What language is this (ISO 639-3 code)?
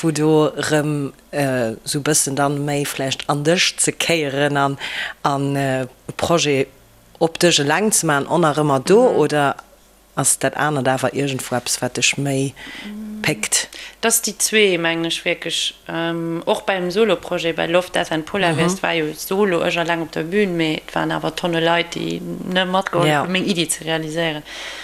ltz